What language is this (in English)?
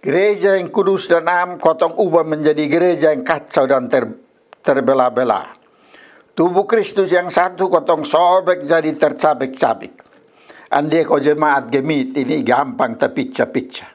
Kupang Malay